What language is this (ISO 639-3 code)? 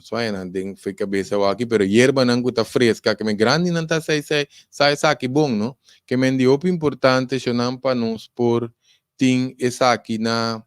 pap